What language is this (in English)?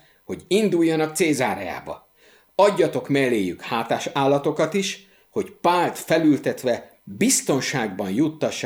Hungarian